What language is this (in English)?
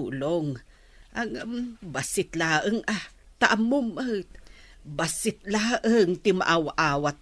Iloko